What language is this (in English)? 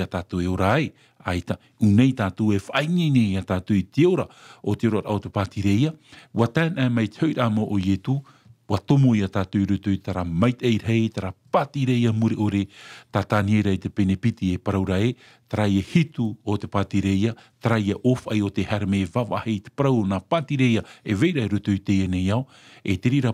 Tahitian